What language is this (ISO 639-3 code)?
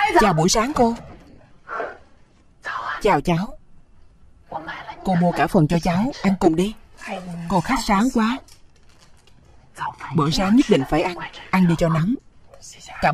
vie